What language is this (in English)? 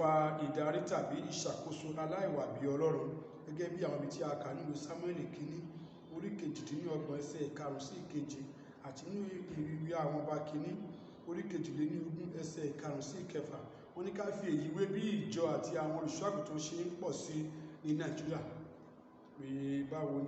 Yoruba